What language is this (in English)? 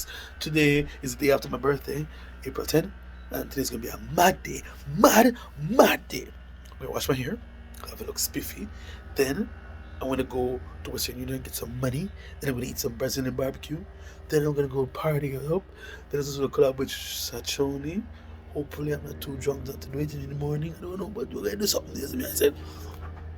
Jamaican Creole English